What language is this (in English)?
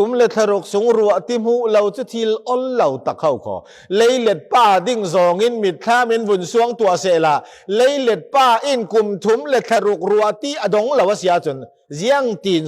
Falam Chin